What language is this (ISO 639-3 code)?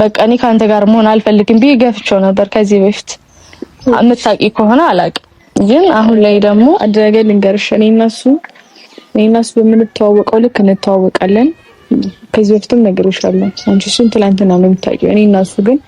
amh